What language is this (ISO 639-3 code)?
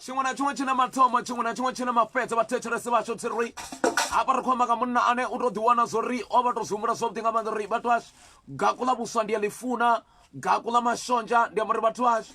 ven